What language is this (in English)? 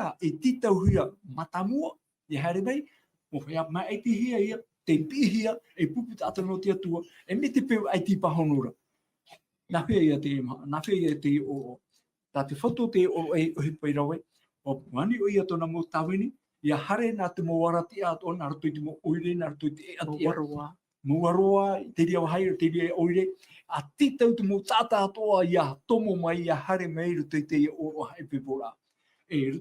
Tahitian